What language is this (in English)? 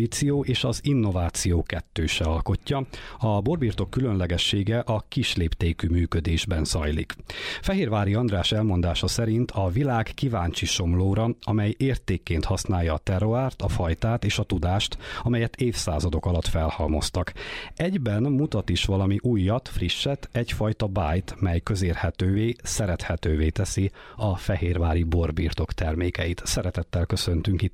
Hungarian